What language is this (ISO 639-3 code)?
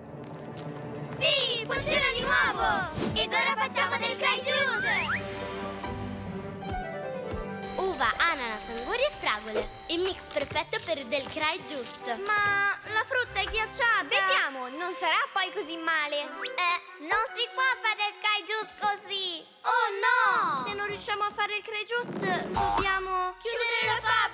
ita